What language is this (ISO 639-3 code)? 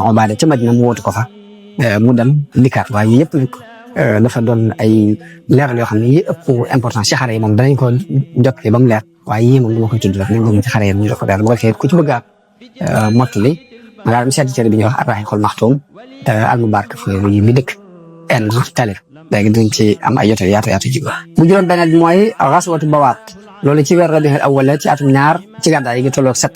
wol